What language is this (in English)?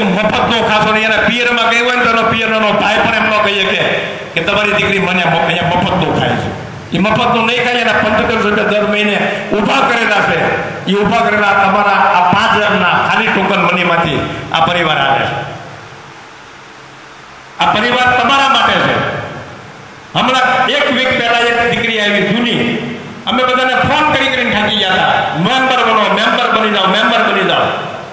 Gujarati